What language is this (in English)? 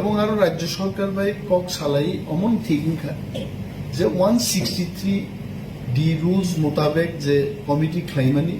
Kok Borok